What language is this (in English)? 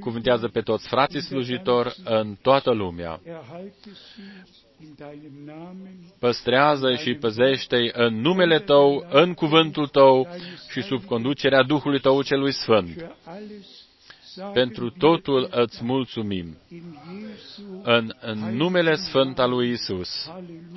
Romanian